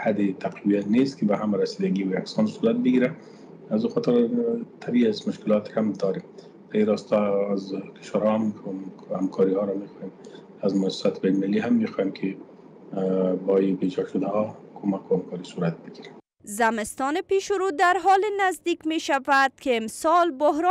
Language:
Persian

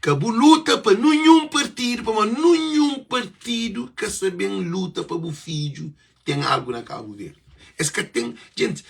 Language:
Kabuverdianu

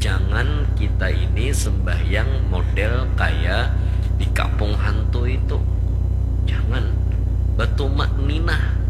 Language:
Banjar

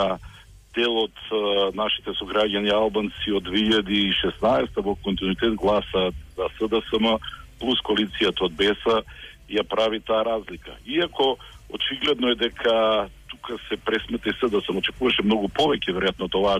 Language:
Macedonian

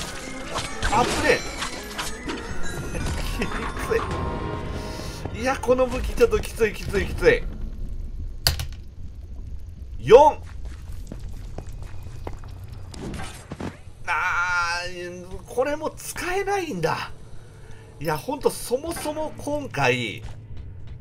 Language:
Japanese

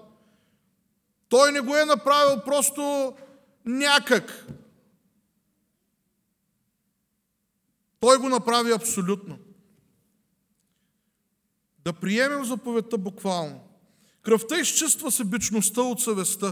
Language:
Bulgarian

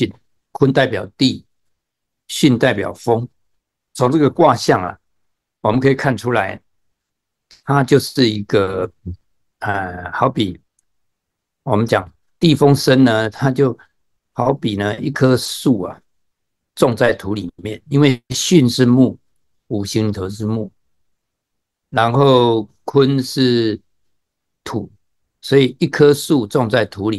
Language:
Chinese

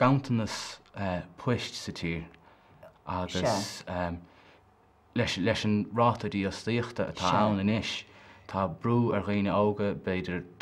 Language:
Irish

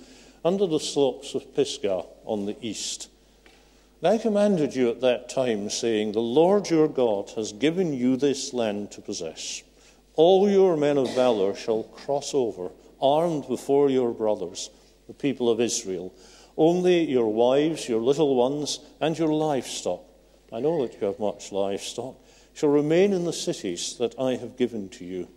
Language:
English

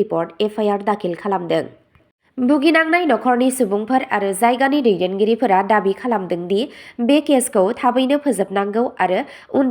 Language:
Bodo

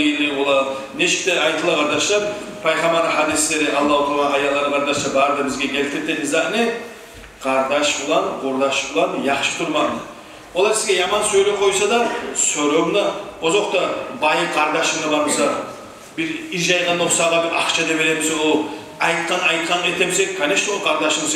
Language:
Kumyk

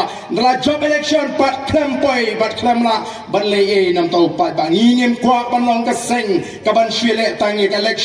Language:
Khasi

